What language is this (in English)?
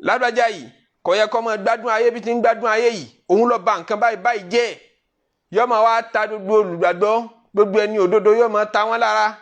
Yoruba